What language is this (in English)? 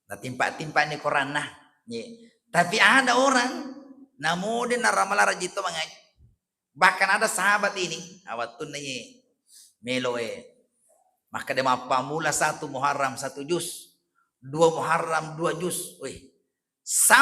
Buginese